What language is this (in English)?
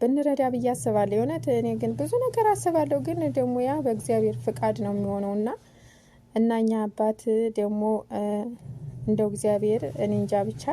Amharic